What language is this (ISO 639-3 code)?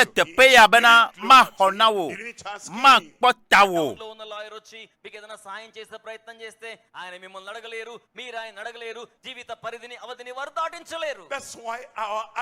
ewe